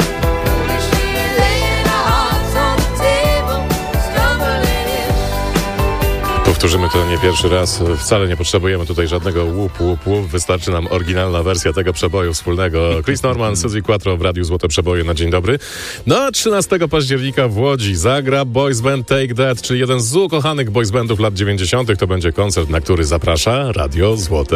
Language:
Polish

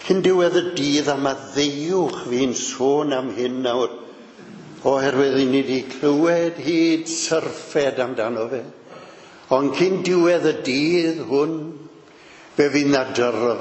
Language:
Welsh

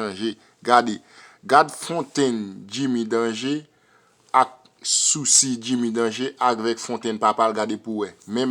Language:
Haitian Creole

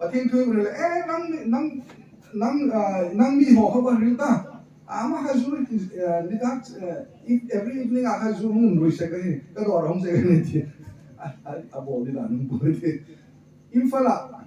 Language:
Hmar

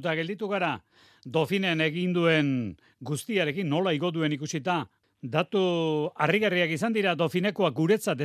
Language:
Basque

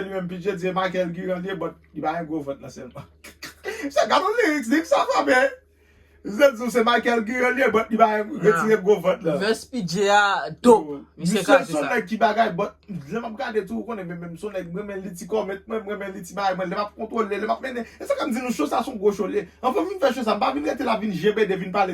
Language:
Haitian Creole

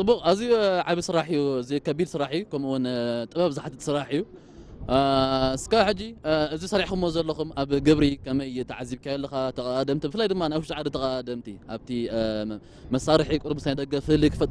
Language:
Tigrinya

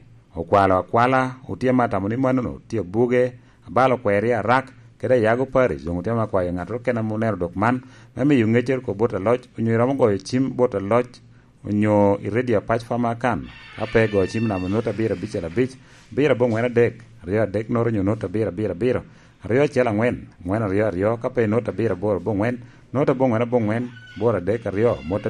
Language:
Lango (Uganda)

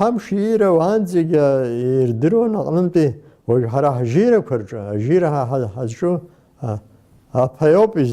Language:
Abkhazian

